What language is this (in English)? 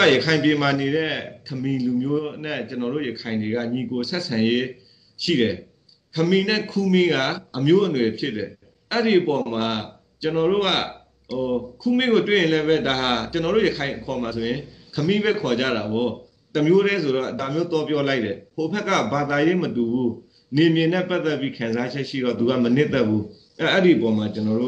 Burmese